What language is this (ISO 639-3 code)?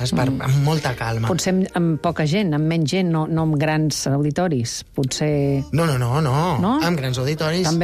cat